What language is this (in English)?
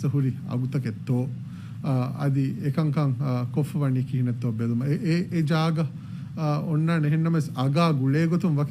Divehi